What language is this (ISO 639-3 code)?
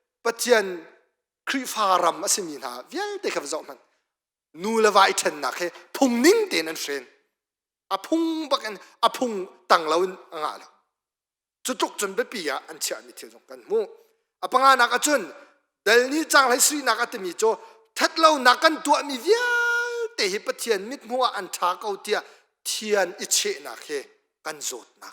cnh